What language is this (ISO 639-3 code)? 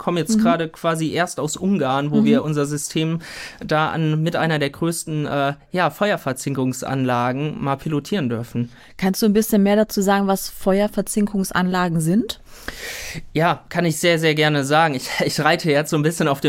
deu